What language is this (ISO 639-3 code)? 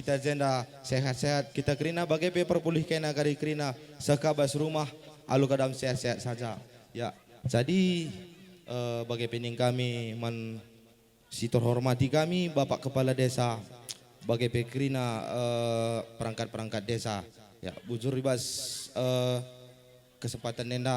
btx